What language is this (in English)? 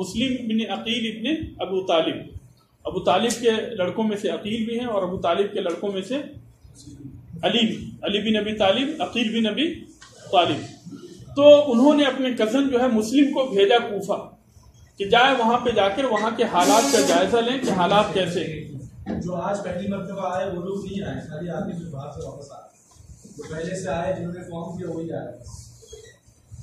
Urdu